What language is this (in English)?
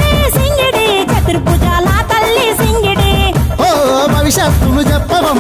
Telugu